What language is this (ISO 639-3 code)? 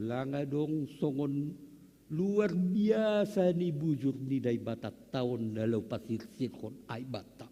bts